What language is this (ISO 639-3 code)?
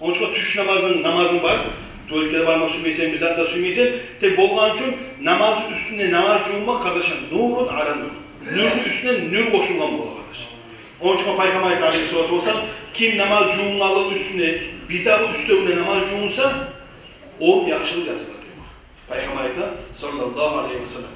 kum